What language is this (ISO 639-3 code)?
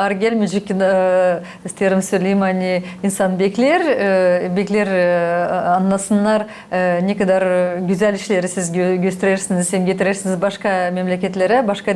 gag